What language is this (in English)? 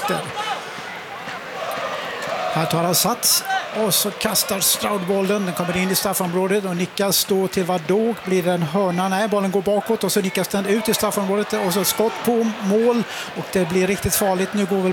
Swedish